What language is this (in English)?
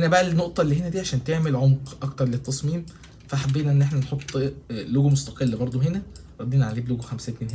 Egyptian Arabic